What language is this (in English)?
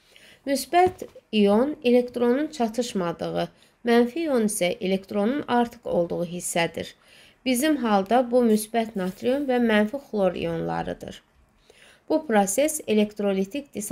Azerbaijani